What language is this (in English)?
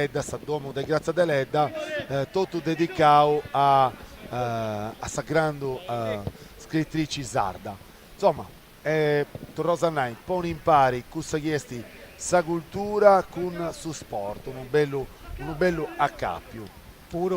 Sardinian